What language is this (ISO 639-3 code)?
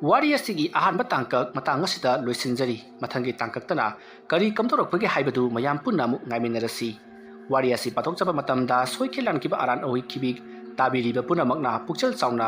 mni